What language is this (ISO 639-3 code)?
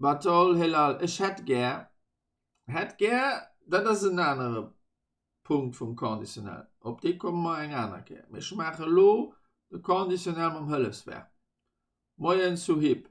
ltz